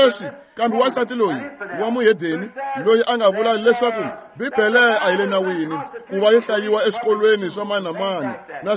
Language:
Tsonga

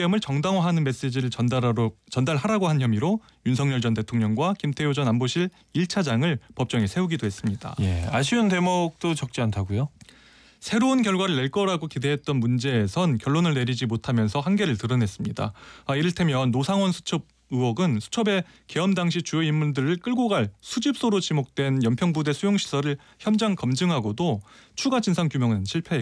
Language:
Korean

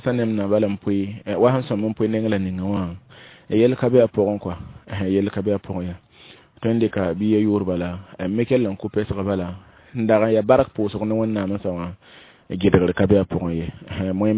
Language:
Mossi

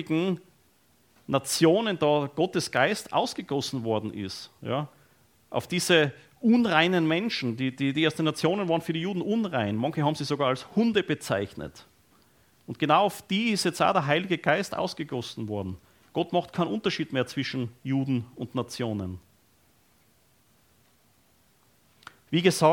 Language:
German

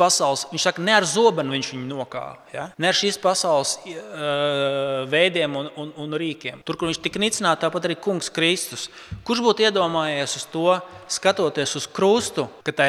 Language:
Latvian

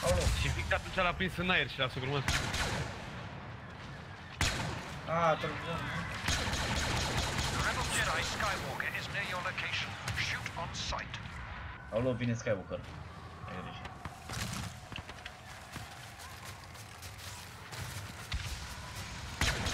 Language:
Romanian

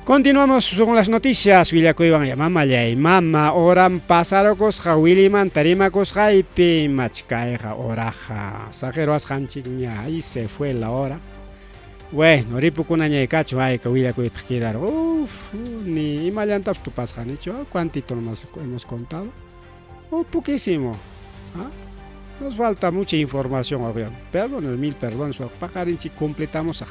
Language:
Ayacucho Quechua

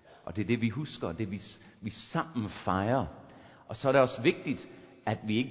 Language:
Danish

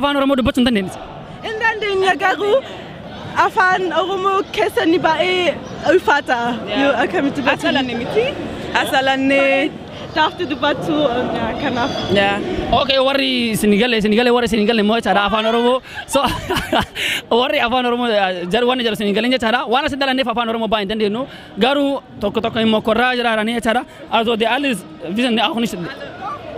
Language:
Oromo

